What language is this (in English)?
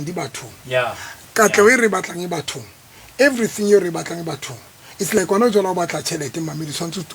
Southern Sotho